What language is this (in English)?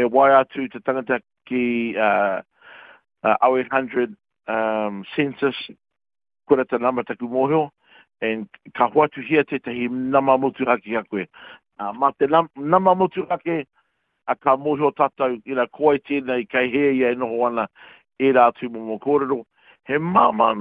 Māori